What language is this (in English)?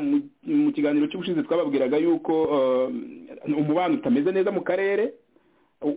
Kinyarwanda